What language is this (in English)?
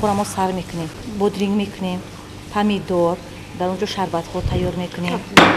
Tajik